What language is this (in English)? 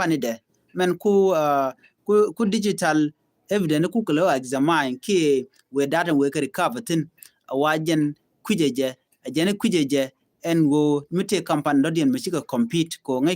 Nuer